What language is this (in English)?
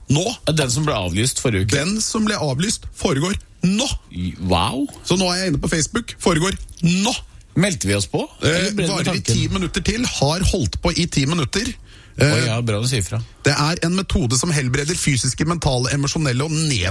Norwegian